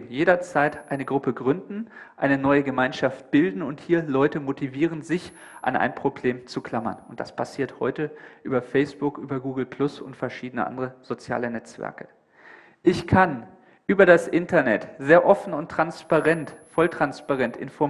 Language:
German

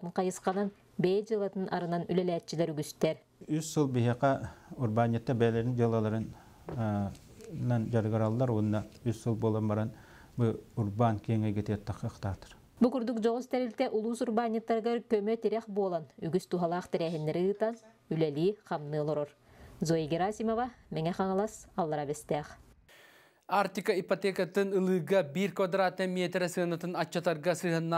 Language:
Yakut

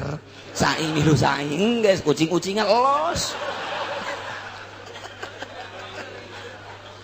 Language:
Sundanese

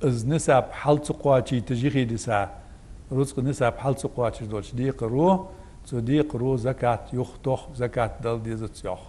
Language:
Ingush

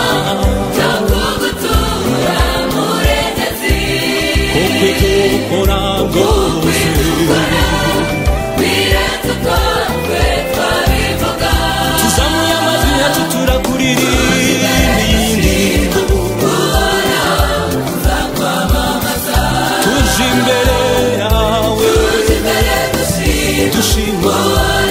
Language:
Kinyarwanda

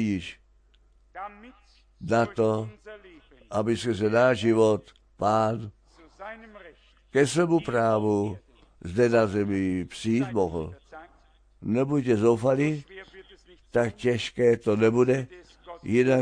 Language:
Czech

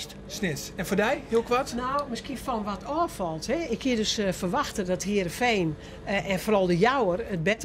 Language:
Western Frisian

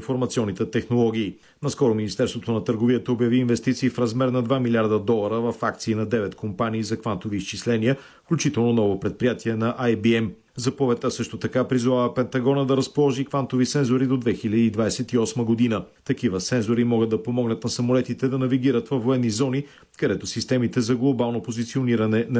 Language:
Bulgarian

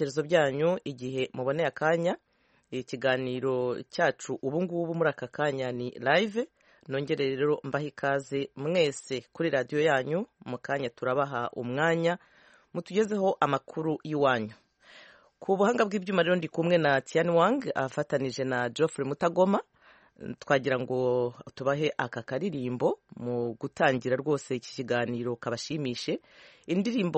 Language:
Kinyarwanda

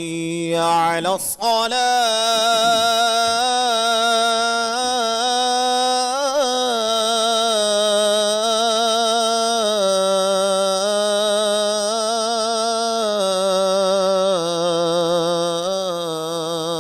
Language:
Divehi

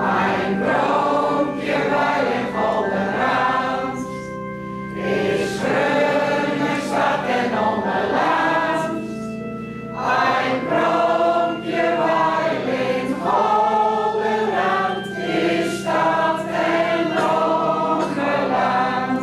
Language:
Gronings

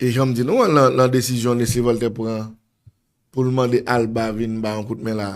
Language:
Haitian Creole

